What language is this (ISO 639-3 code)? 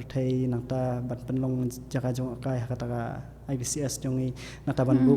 kha